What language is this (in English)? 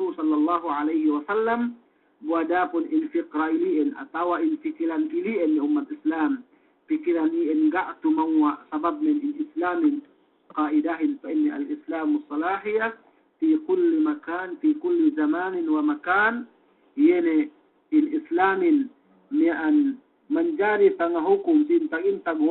Yakan